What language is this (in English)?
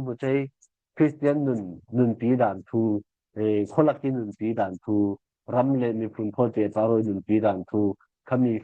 Falam Chin